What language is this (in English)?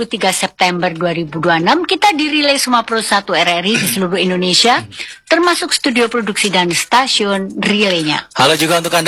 Indonesian